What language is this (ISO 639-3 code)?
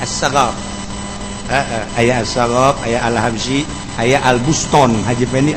sun